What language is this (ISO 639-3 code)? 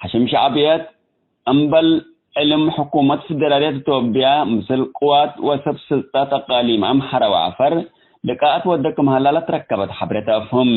tig